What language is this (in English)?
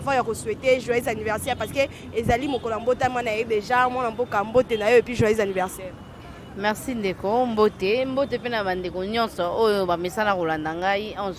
Lingala